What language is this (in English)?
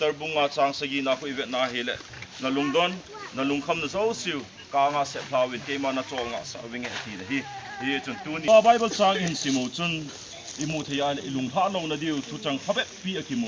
Thado Chin